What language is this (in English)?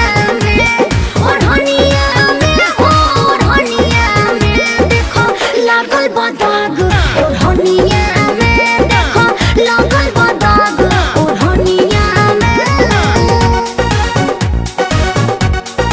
Bhojpuri